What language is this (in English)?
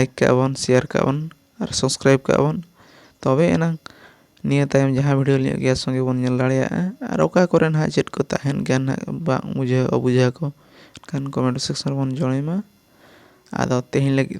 Santali